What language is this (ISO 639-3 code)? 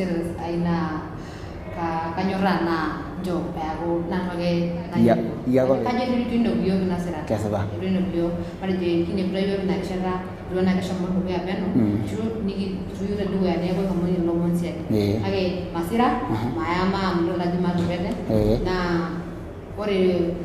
mas